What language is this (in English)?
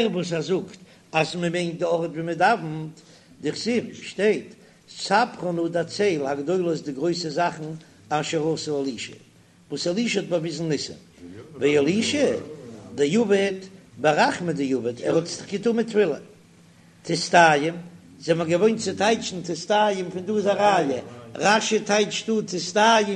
Yiddish